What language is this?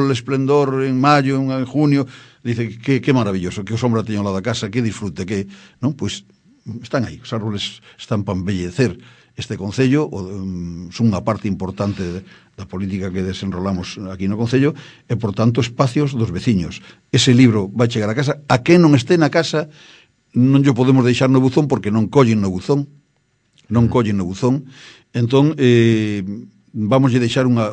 Galician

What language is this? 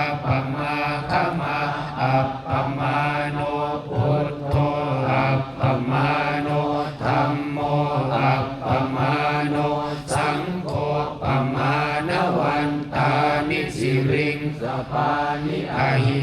Pali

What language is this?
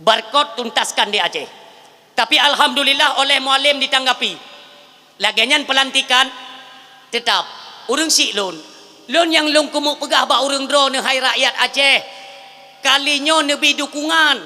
Achinese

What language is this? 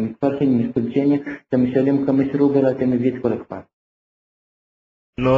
Hebrew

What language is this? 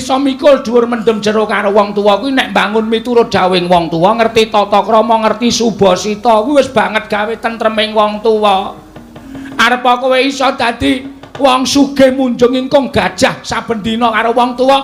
Javanese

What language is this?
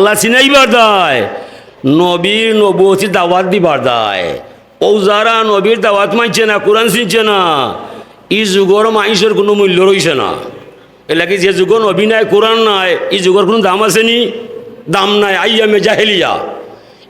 Sylheti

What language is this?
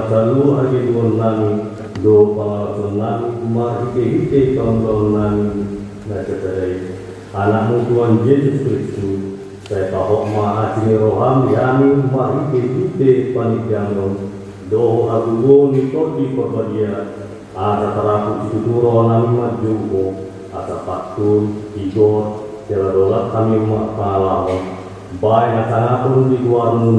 Batak Toba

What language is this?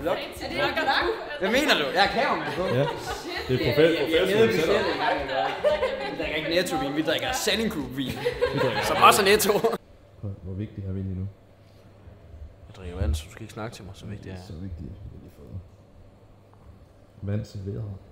Danish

